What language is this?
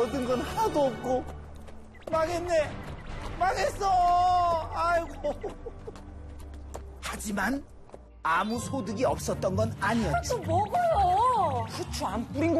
Korean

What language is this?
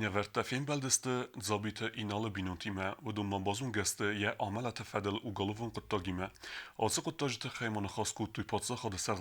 Ossetic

